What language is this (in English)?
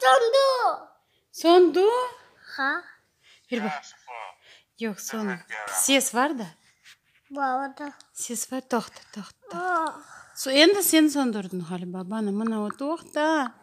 Crimean Tatar